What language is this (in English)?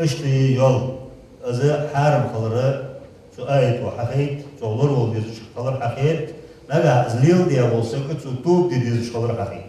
Ingush